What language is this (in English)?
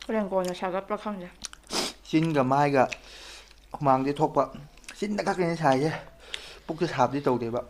Manipuri